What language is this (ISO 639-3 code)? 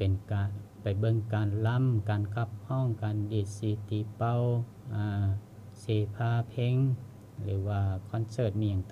lao